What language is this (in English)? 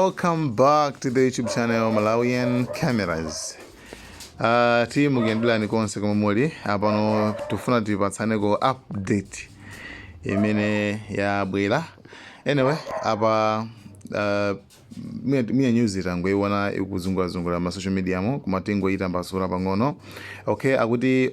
Nyanja